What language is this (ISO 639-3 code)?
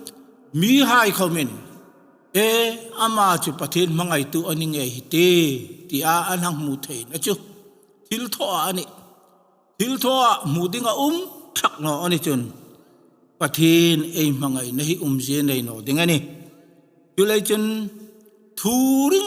hmr